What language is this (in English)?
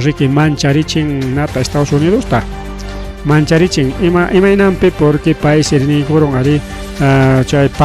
Ayacucho Quechua